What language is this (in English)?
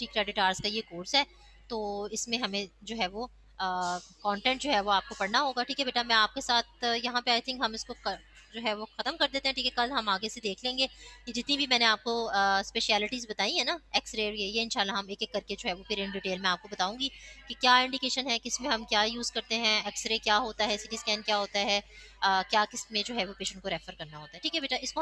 Hindi